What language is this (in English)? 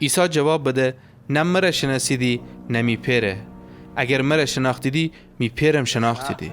Gilaki